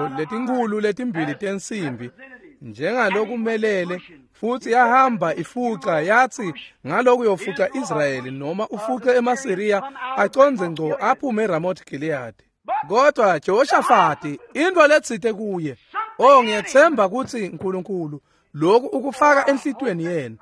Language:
Swati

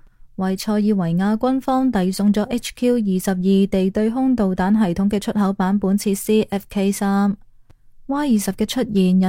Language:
Cantonese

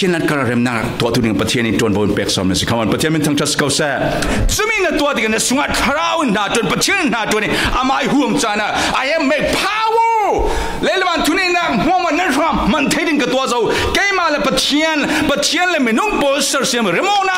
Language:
Falam Chin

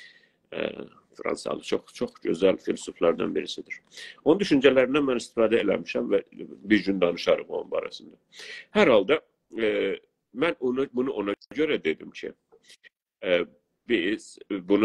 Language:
South Azerbaijani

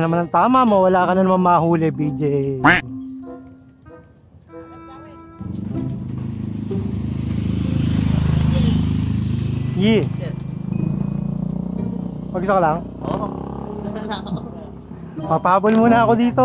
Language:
Filipino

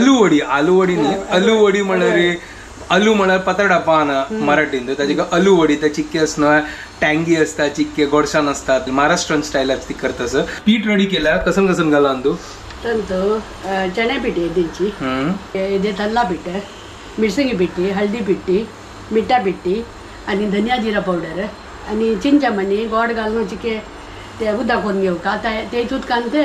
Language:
Konkani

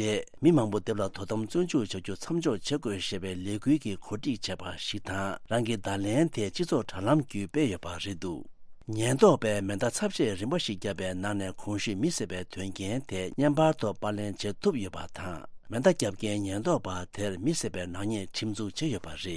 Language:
Tibetan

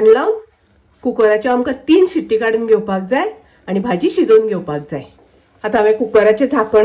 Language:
Konkani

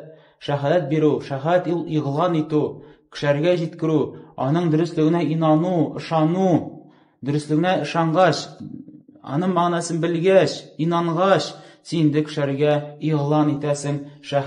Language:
Tatar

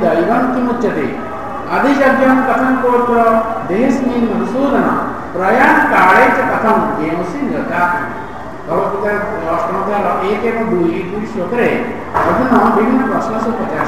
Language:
Odia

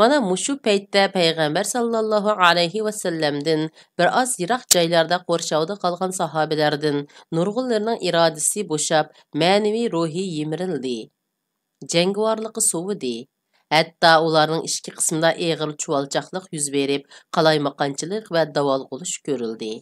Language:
Uyghur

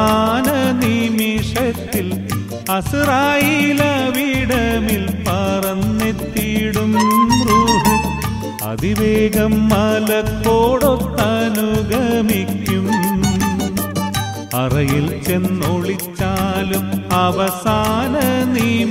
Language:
Malayalam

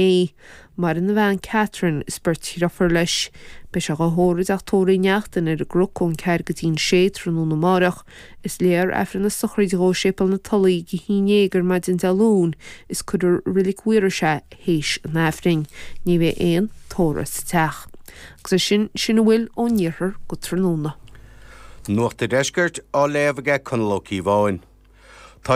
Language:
Irish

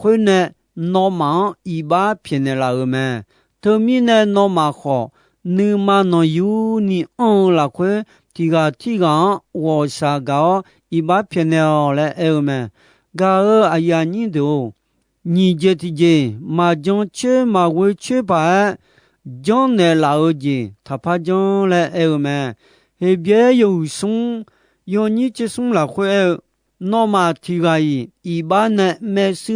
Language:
Akha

